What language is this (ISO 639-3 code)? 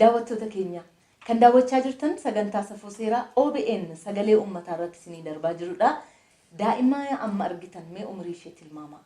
orm